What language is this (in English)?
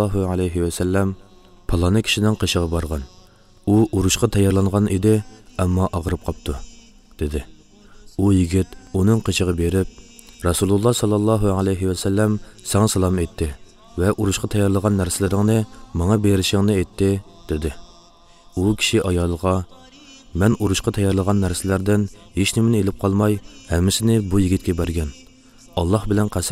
Uyghur